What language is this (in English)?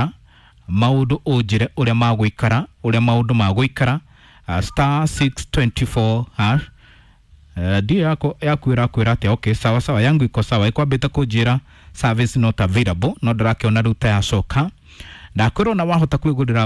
Kikuyu